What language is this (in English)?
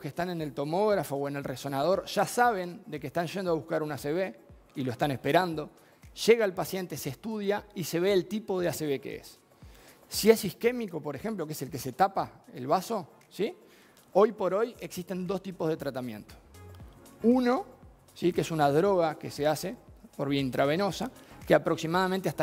Spanish